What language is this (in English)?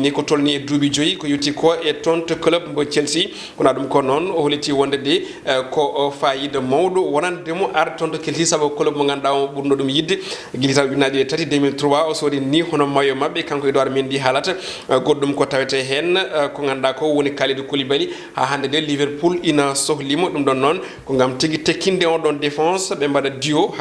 Fula